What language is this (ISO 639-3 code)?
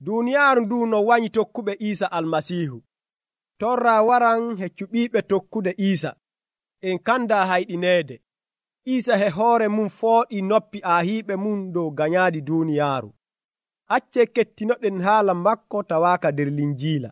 fuv